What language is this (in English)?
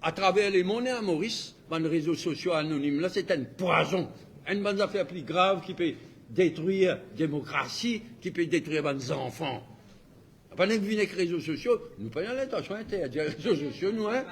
Morisyen